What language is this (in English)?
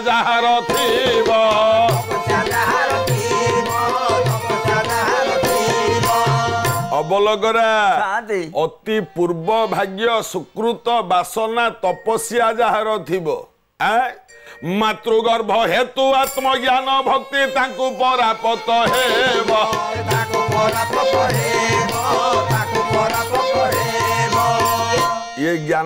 Odia